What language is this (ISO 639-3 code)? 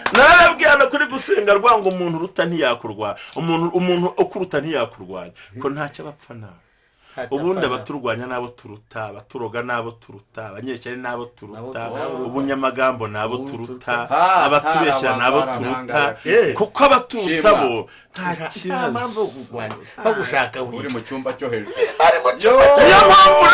kin